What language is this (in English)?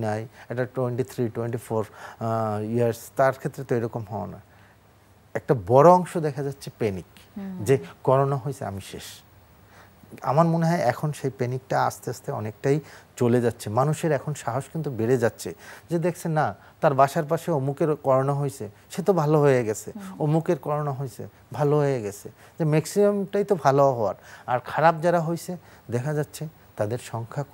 Bangla